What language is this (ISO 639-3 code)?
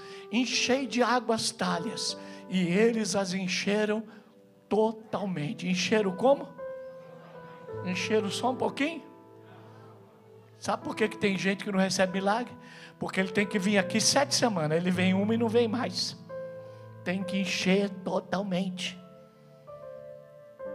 por